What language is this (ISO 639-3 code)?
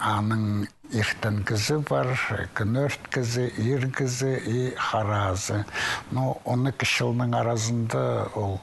kjh